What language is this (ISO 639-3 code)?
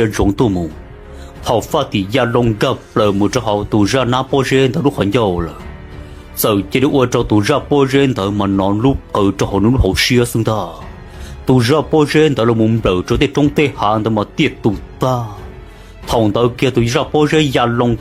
hmn